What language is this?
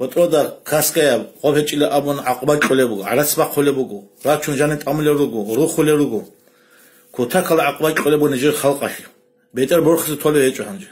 Avaric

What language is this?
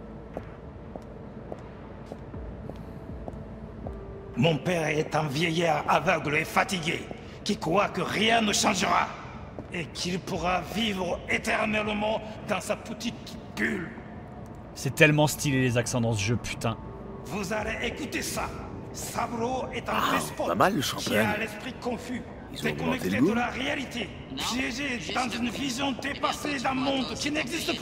French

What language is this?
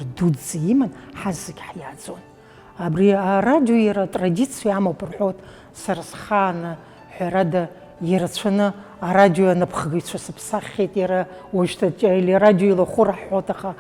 Abkhazian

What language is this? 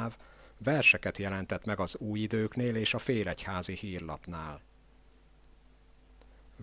Hungarian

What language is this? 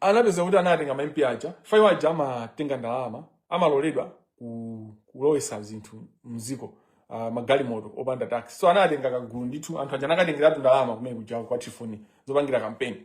Nyanja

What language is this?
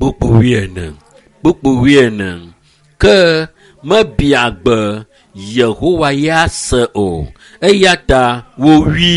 Ewe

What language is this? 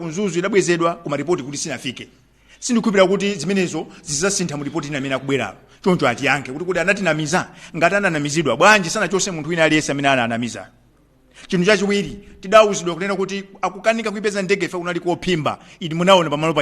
Nyanja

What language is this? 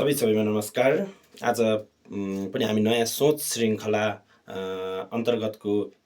Nepali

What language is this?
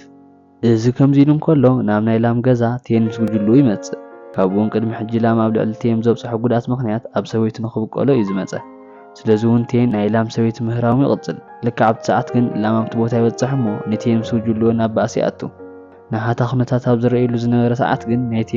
Tigrinya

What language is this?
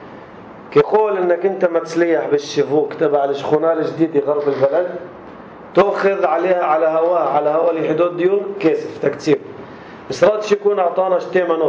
North Levantine Arabic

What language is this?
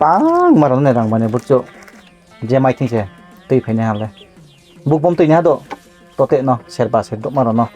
Riang (India)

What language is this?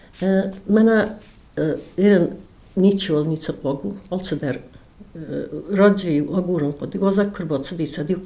Ossetic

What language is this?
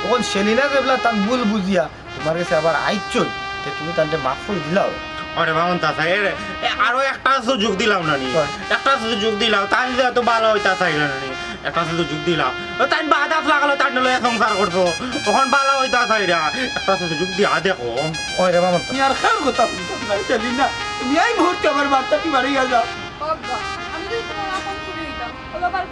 Sylheti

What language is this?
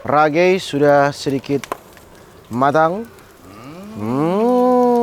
Manado Malay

